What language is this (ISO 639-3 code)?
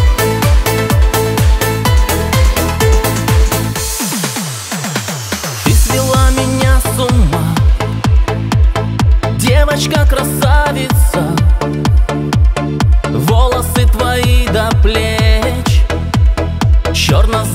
rus